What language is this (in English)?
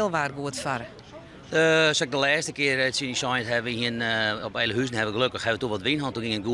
Western Frisian